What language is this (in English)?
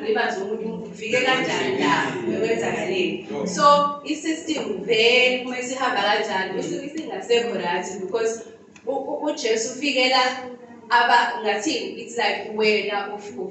Zulu